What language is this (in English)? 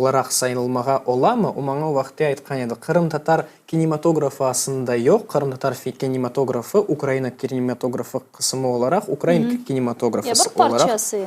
Crimean Tatar